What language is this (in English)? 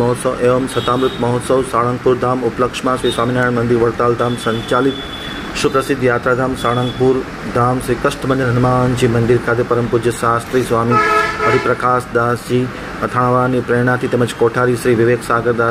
Gujarati